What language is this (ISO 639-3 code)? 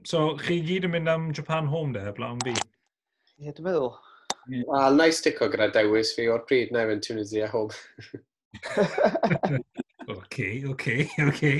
cym